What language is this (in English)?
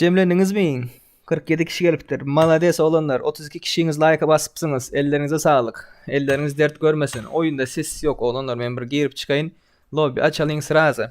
Turkmen